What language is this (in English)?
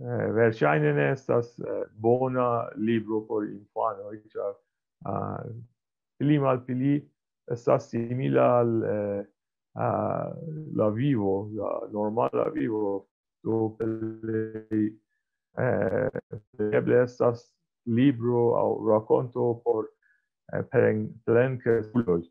Esperanto